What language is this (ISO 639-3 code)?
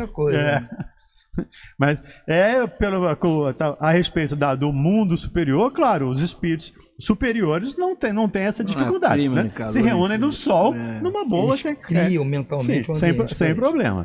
por